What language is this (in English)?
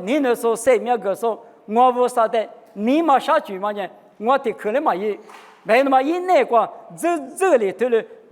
Lisu